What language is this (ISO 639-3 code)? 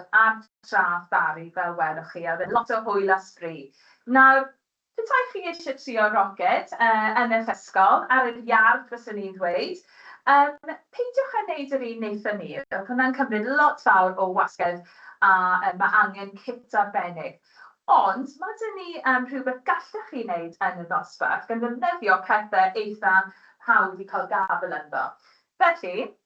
cym